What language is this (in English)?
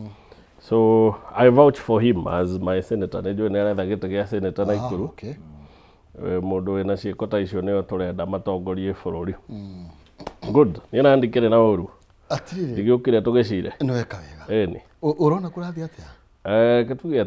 Kikuyu